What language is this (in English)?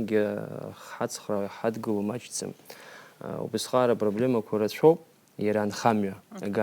Abkhazian